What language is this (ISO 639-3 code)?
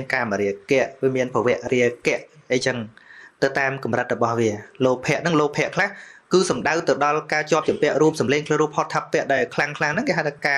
khm